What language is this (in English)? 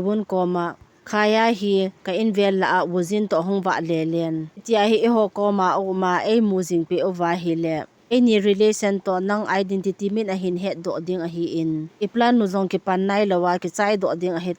Thado Chin